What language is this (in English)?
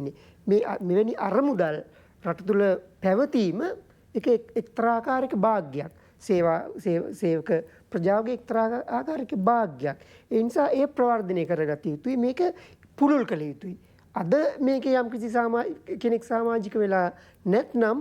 Sinhala